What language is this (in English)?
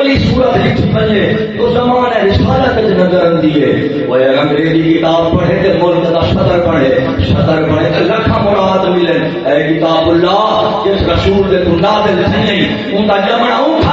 Saraiki